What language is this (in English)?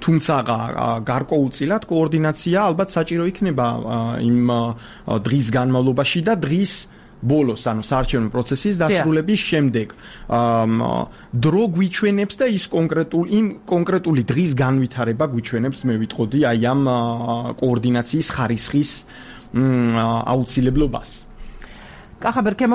Georgian